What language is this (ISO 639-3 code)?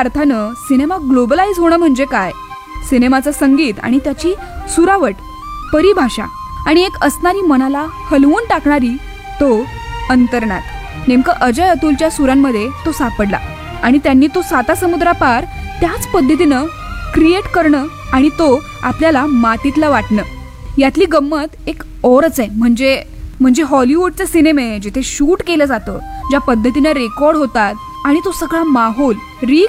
mar